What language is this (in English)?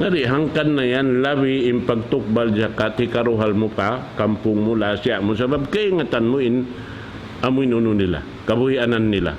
Tausug